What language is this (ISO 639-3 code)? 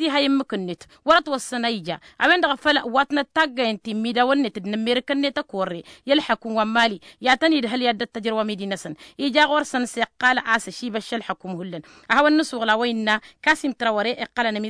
taq